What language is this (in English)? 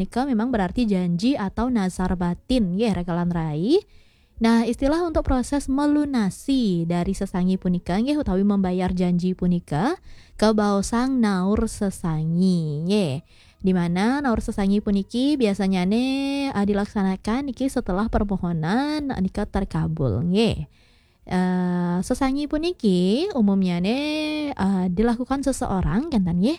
Balinese